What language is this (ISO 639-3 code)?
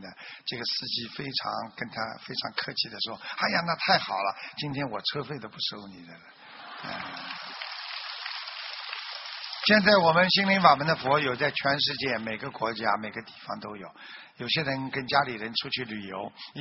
zho